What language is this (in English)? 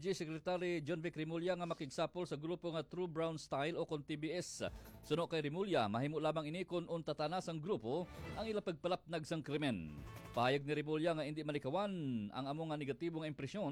Hiligaynon